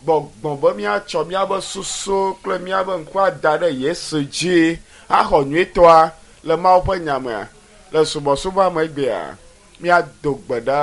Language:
Ewe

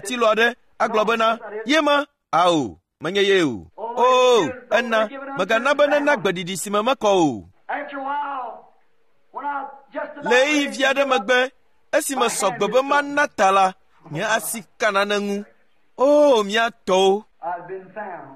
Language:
Ewe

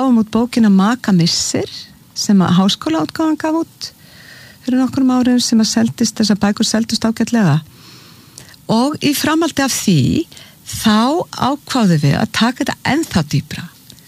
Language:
Icelandic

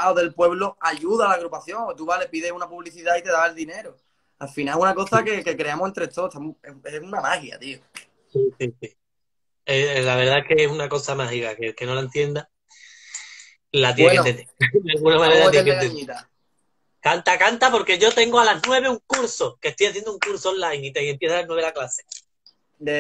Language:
Spanish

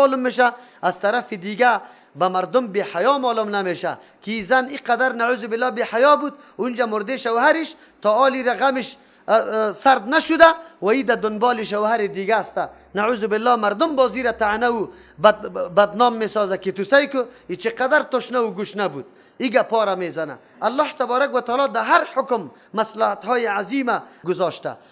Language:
Persian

